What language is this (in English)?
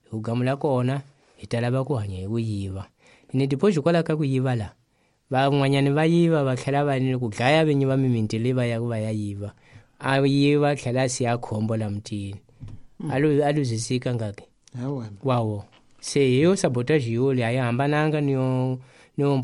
Tsonga